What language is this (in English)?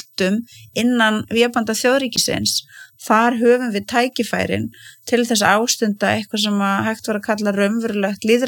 Icelandic